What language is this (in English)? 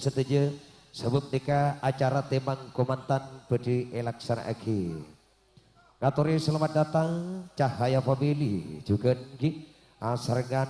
Madurese